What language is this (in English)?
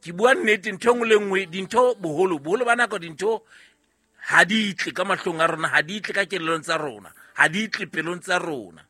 Southern Sotho